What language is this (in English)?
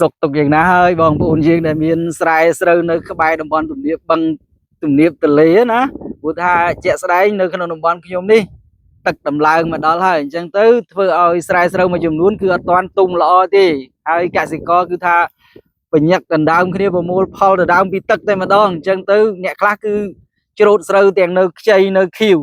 Khmer